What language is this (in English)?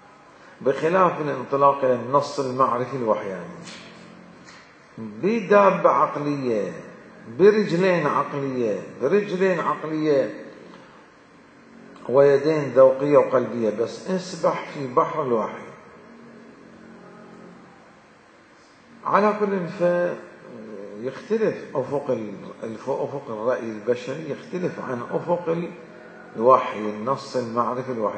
Arabic